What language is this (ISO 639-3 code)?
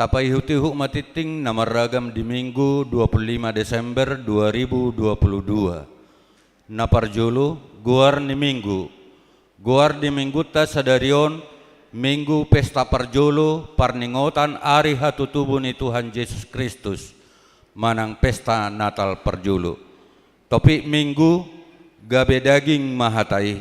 bbc